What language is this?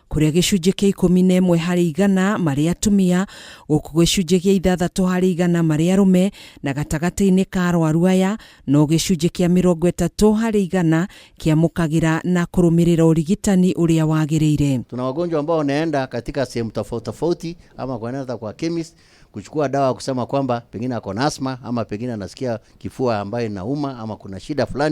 Kikuyu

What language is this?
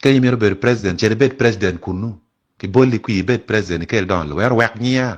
Acoli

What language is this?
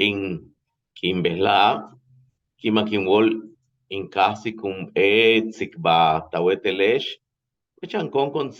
Yucateco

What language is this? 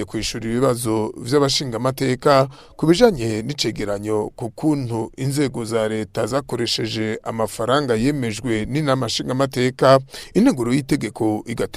Rundi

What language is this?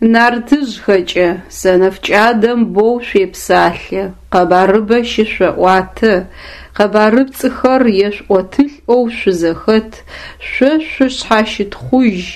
Adyghe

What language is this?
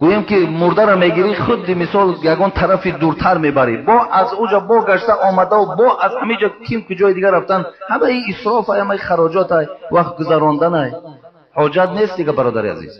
Tajik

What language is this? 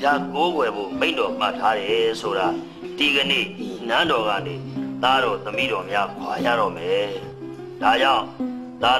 Burmese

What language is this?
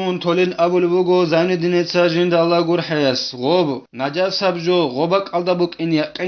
Avaric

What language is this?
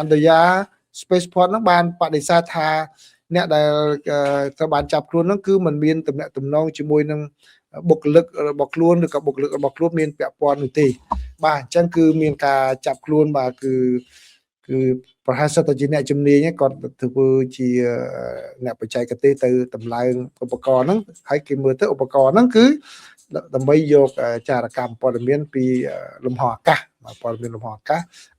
Khmer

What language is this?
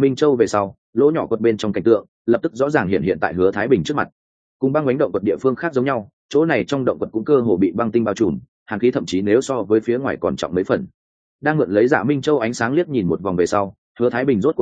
Vietnamese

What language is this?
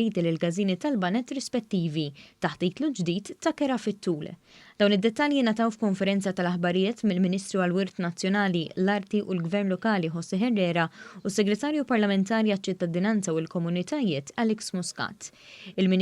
Maltese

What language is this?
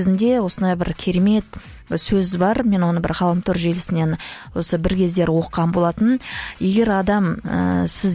Kazakh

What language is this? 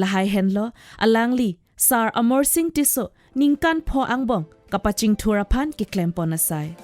Karbi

